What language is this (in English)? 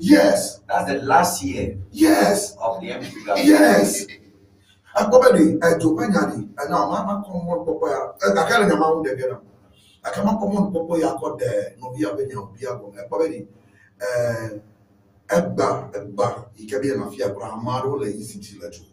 Ewe